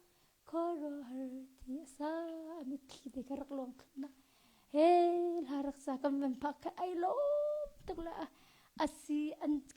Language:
Hakha Chin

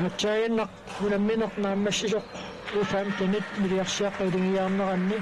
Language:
Kalaallisut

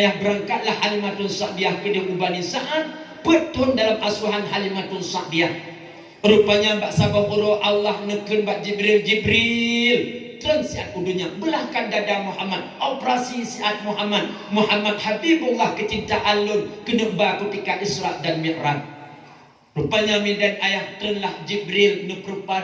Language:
Achinese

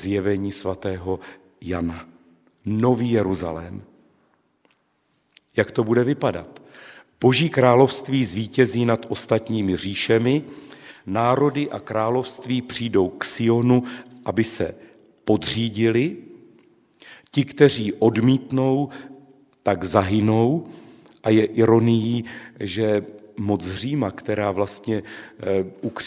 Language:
Czech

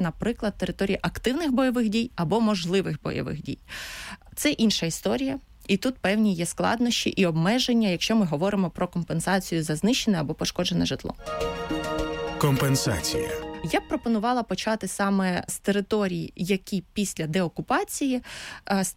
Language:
Ukrainian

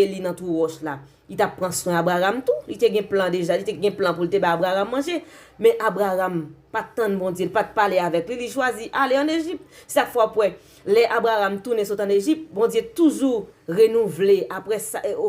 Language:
Haitian Creole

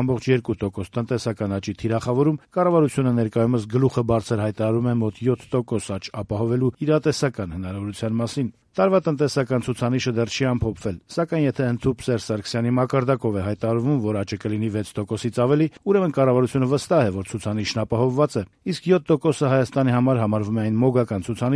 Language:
Armenian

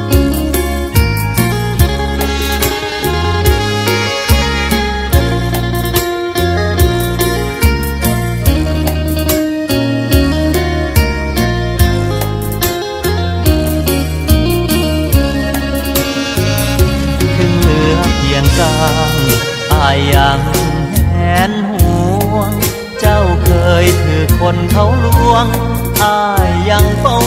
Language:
Thai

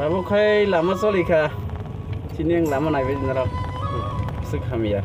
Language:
Kok Borok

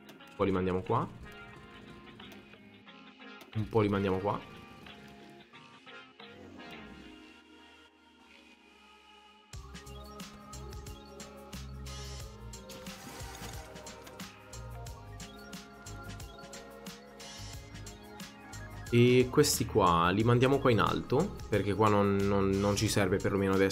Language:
Italian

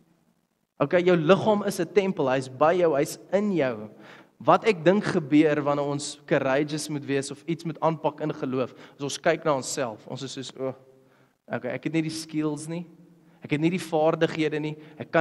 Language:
Afrikaans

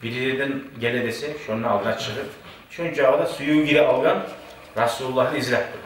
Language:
Kumyk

